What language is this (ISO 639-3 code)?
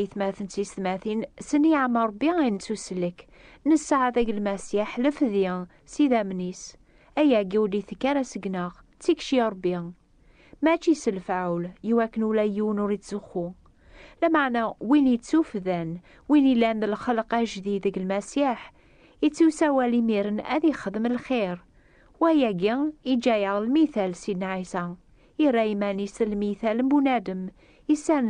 kab